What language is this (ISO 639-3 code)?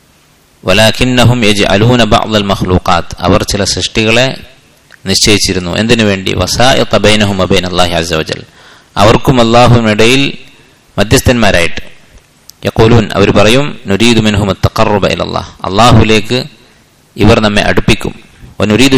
mal